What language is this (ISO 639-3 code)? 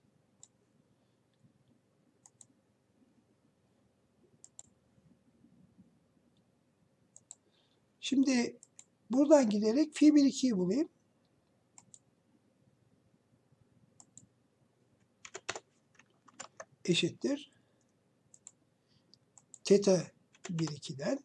tur